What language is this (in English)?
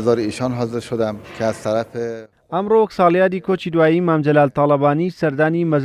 Central Kurdish